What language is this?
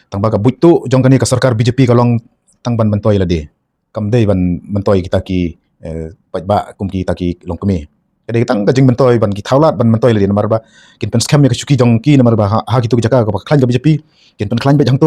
Khasi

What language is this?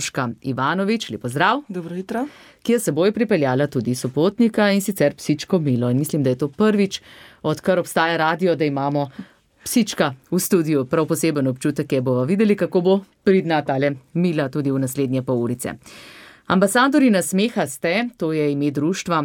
Slovenian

